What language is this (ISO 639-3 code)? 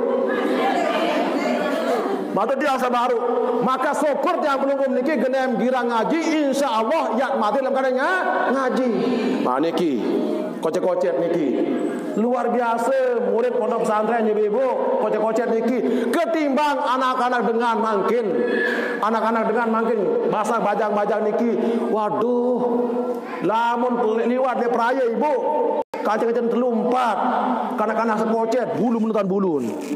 sas